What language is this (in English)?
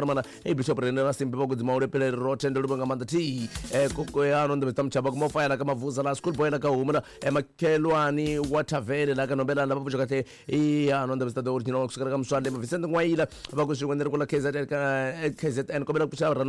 Tsonga